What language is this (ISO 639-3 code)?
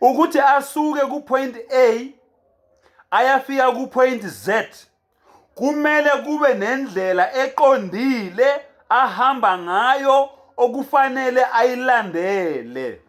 zul